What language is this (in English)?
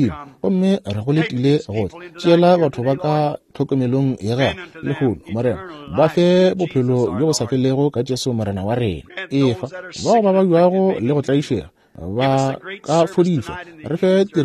Northern Sotho